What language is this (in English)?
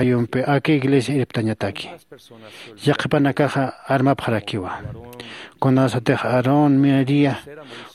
Aymara